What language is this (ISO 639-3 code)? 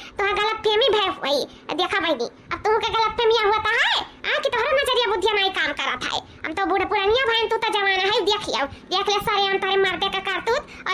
awa